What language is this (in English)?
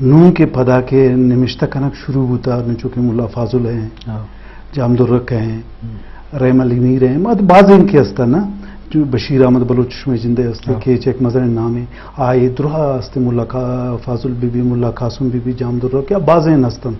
Eastern Balochi